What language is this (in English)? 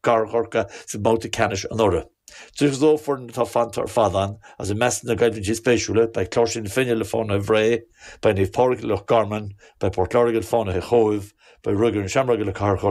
Irish